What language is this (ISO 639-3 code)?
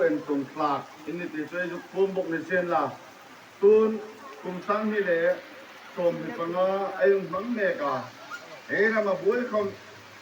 hmr